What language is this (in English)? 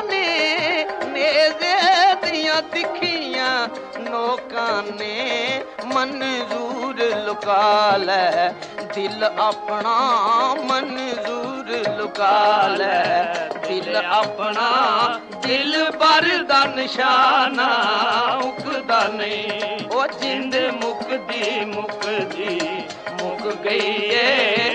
Punjabi